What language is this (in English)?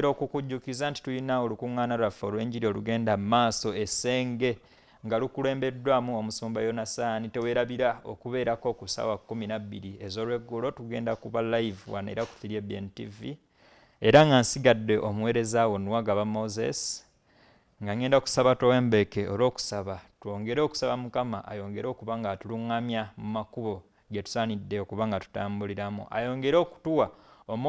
Ganda